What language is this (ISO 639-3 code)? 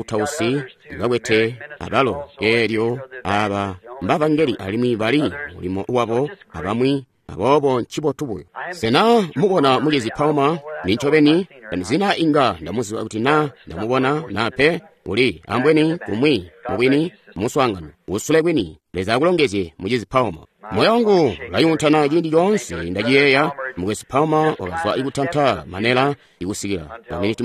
toi